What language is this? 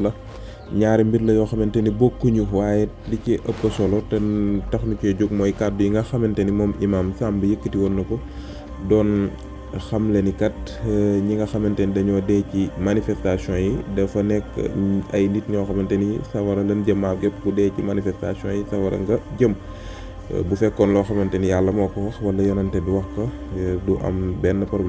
Wolof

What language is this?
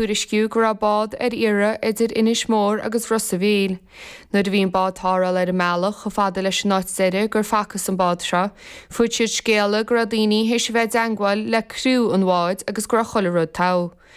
Irish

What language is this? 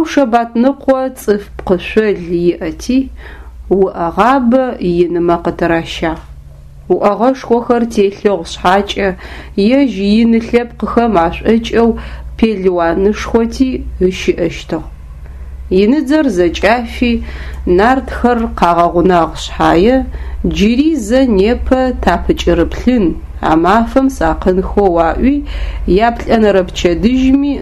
Adyghe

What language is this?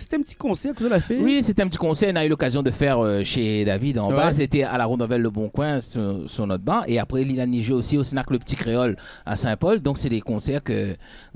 Réunion Creole French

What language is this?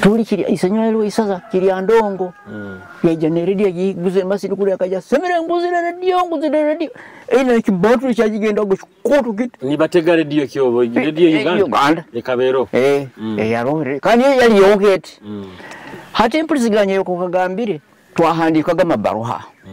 Nyoro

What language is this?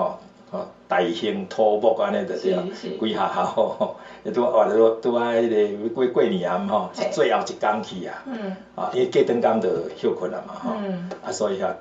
Min Nan Chinese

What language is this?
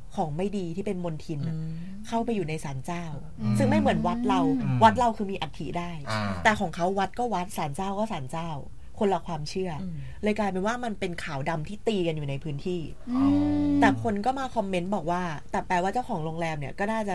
Thai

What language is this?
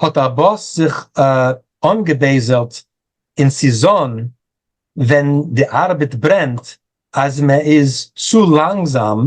Yiddish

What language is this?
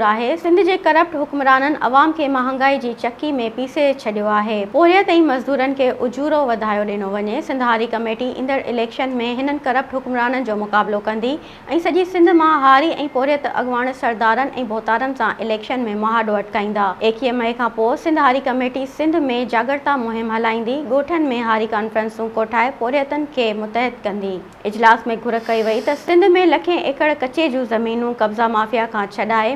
Sindhi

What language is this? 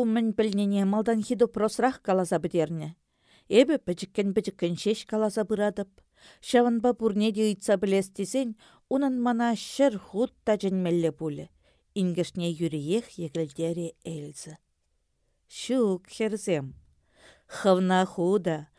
Chuvash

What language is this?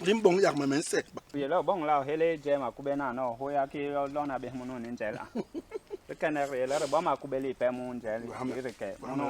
Basaa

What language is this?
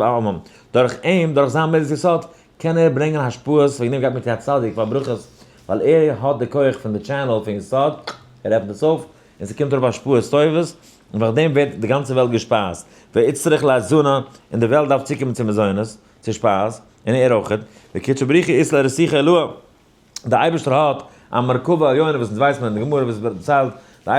Yiddish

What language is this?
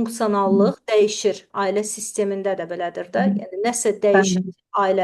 Azerbaijani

